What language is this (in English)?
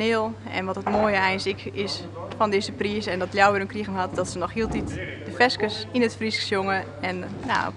Western Frisian